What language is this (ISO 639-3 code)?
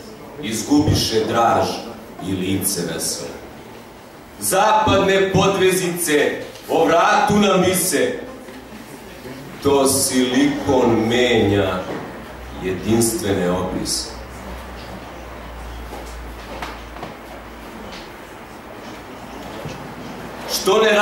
srp